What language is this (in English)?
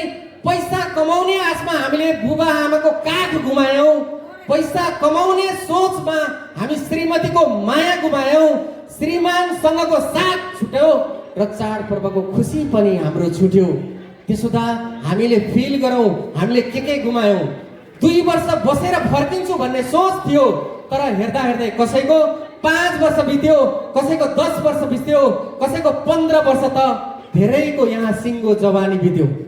Nepali